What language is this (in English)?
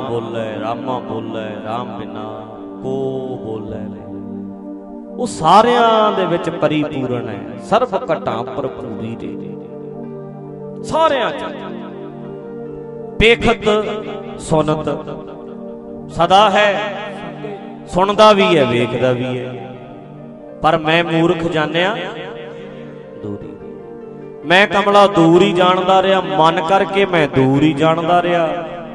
Punjabi